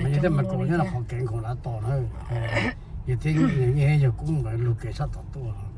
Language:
Hmong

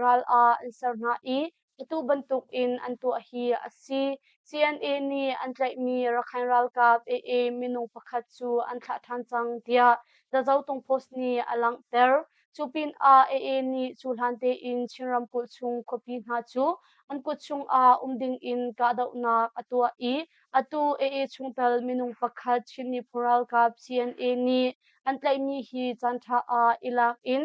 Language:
Hakha Chin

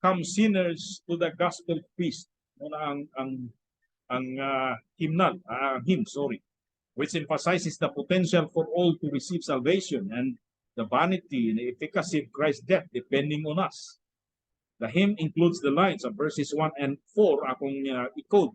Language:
Cebuano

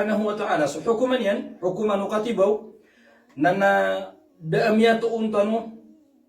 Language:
Maranao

